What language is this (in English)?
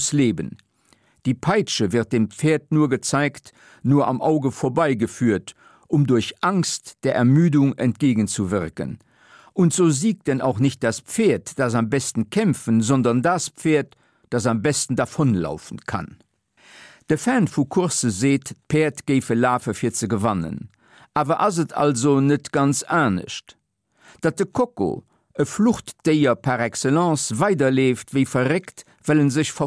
Luxembourgish